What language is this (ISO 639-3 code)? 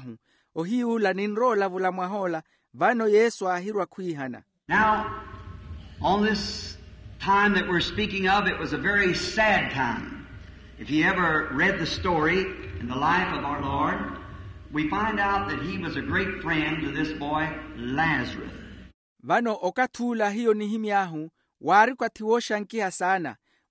vmw